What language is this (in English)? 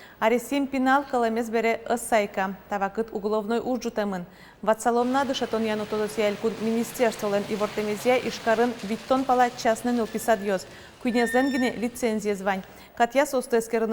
Udmurt